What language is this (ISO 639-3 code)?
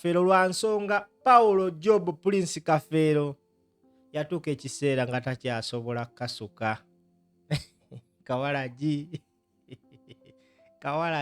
lug